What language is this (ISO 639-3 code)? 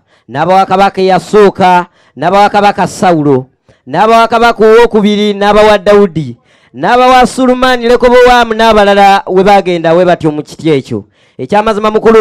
lug